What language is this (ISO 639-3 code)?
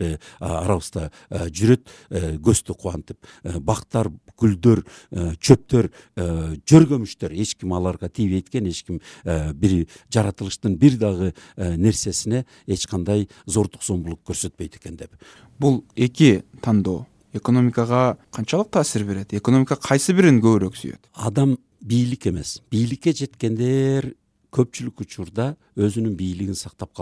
kir